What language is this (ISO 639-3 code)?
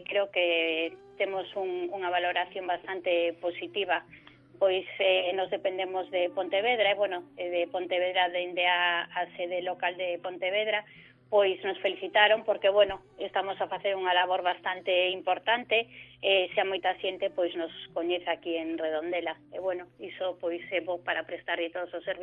glg